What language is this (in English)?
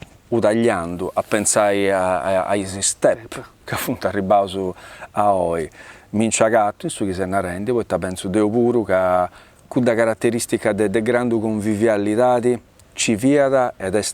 Sardinian